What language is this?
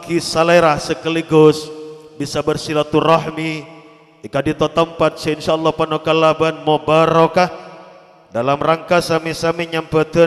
Madurese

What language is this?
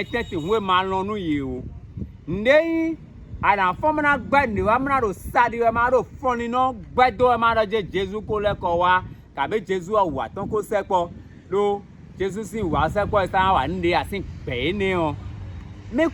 Fon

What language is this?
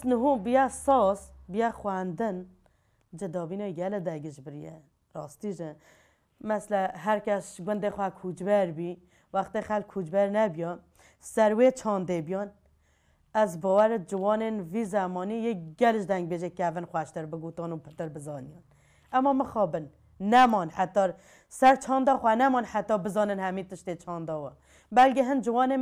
Kurdish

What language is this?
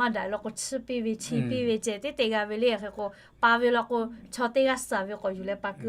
Lahu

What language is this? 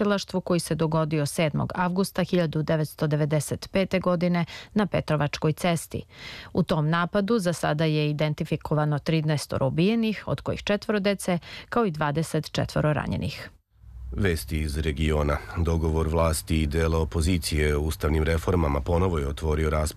Serbian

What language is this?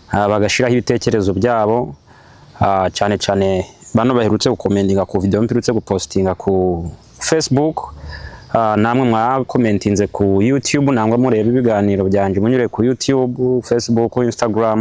Kinyarwanda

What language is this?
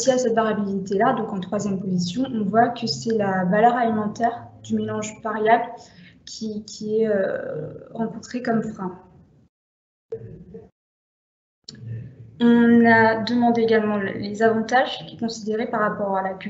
French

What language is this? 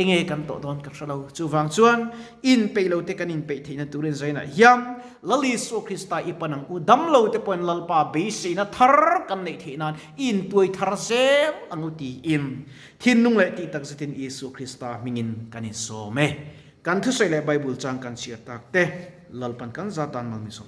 Mizo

